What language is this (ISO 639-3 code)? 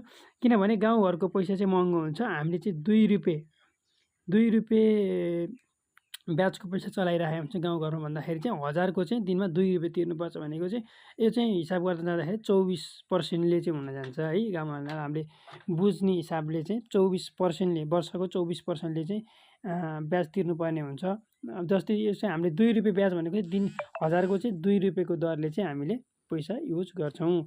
nep